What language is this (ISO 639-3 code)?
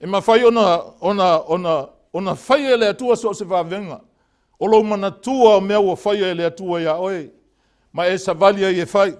smo